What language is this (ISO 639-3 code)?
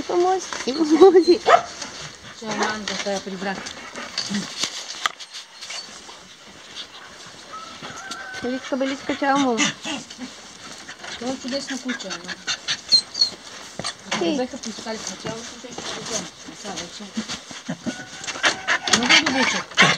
bul